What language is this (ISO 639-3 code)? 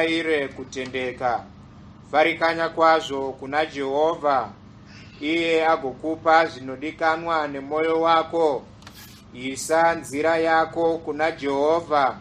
sna